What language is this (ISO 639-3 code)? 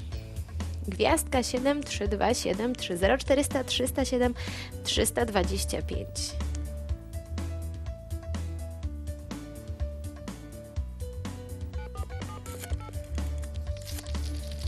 pol